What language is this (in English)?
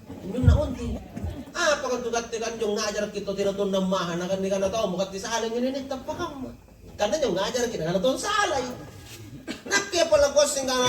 Makasar